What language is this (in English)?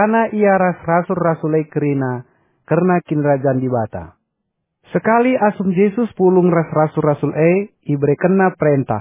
Batak Karo